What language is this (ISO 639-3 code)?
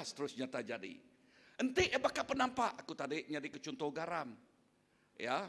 iba